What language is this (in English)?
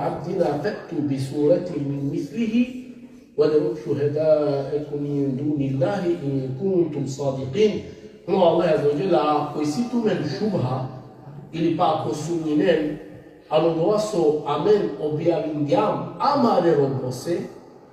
Balkan Romani